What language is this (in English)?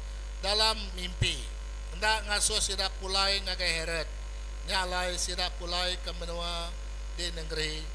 Iban